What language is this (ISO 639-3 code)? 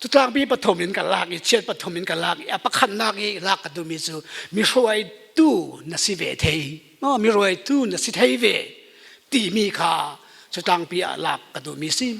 cfm